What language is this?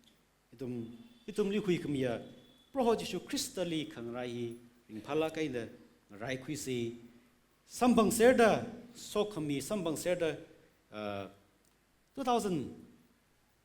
Tangkhul Naga (India)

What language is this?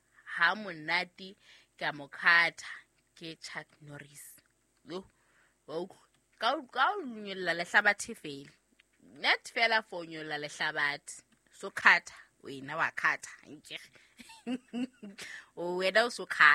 Southern Sotho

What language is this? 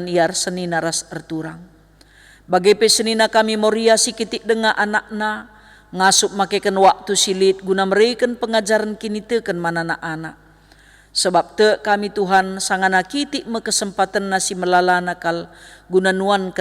Batak Karo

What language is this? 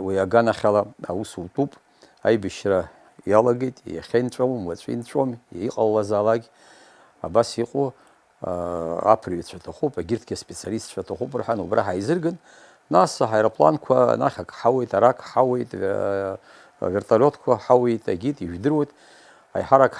Abkhazian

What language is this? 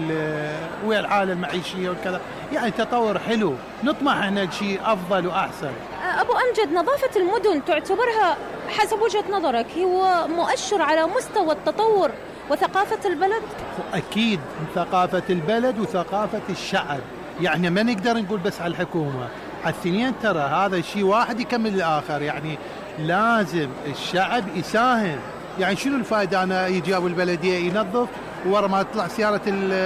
Mesopotamian Arabic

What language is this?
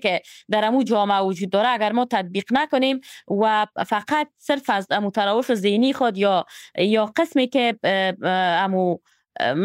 Persian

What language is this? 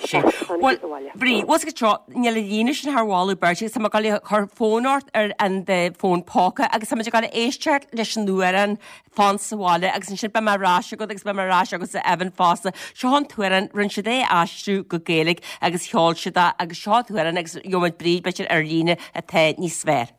Irish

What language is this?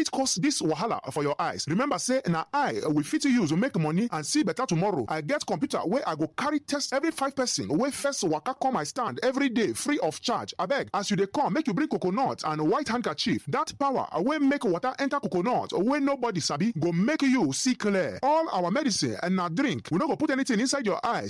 Nigerian Pidgin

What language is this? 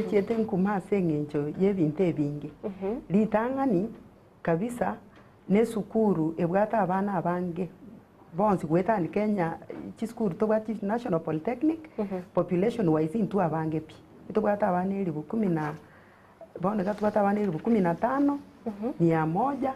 Gusii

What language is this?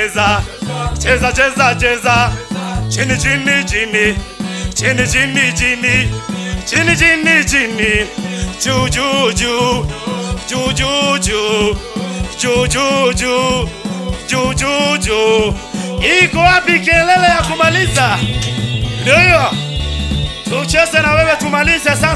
Swahili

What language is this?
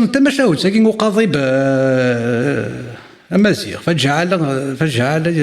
Kabyle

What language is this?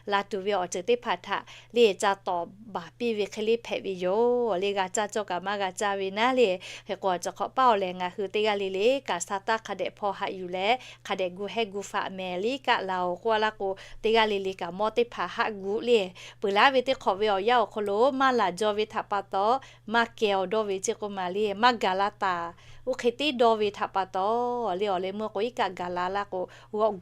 Lahu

